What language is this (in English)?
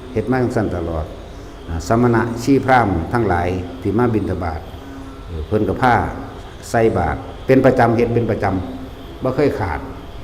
Lao